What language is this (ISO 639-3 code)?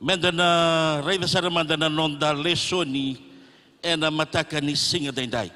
fij